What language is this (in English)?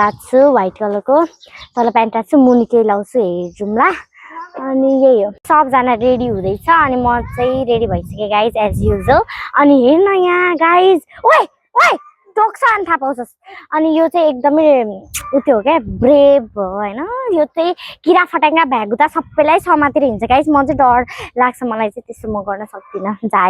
Nepali